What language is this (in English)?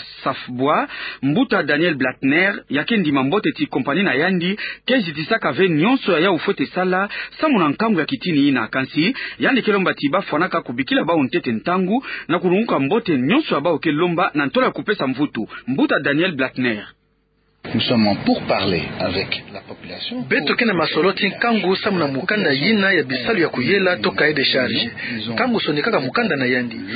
Kituba (Democratic Republic of Congo)